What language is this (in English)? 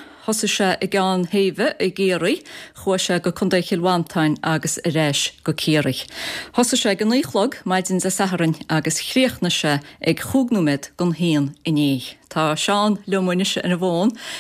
Irish